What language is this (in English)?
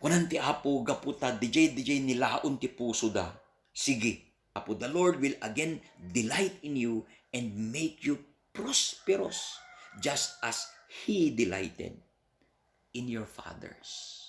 Iloko